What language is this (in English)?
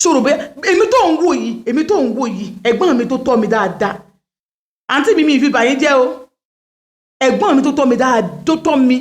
Yoruba